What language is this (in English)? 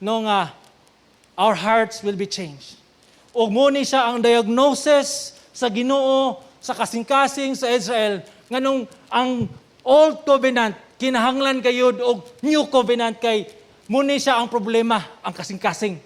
Cebuano